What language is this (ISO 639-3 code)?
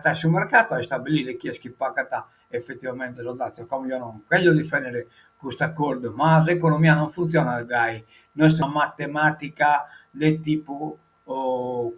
srd